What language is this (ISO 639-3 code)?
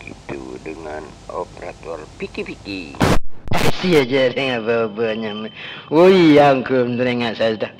mad